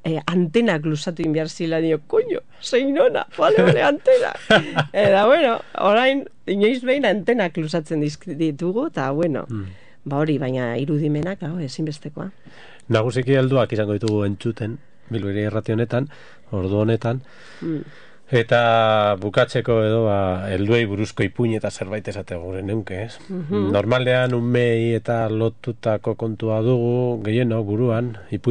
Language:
Basque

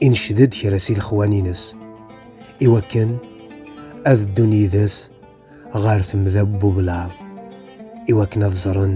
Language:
Kabyle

